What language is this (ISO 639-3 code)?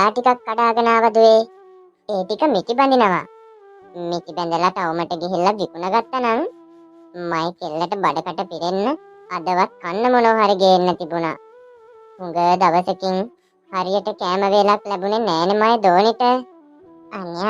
sin